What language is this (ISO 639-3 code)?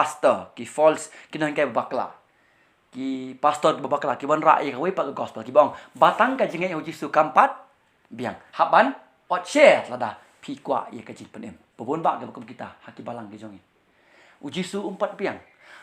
kha